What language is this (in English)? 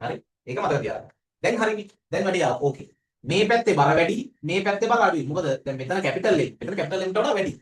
Sinhala